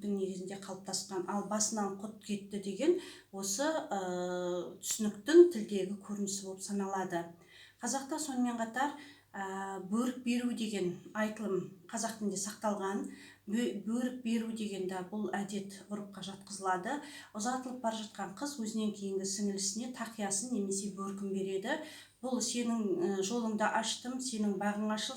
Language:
Kazakh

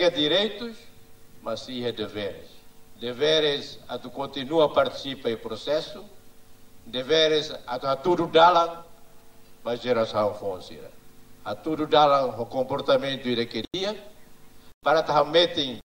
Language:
Tetum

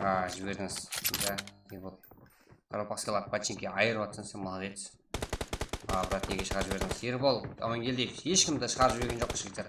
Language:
Kara-Kalpak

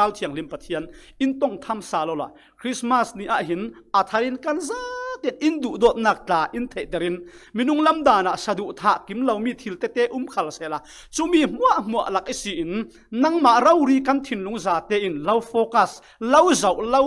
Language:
Falam Chin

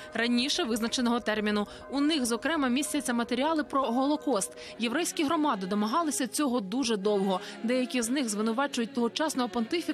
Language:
Ukrainian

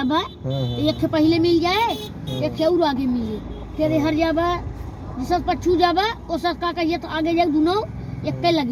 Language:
Awadhi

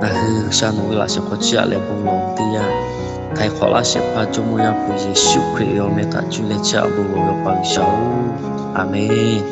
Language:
Lahu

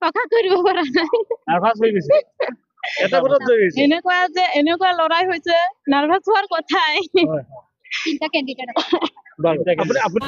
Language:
Assamese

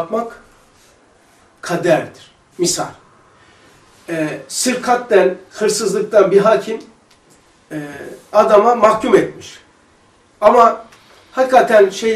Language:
Turkish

